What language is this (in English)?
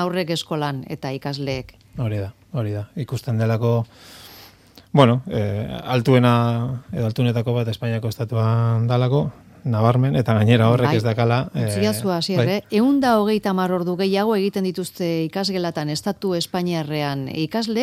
Basque